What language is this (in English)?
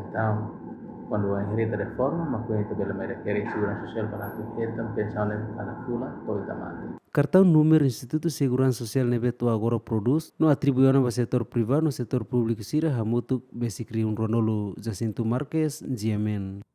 Tetum